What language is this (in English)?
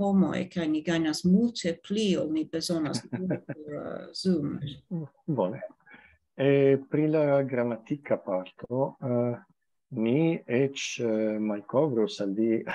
Esperanto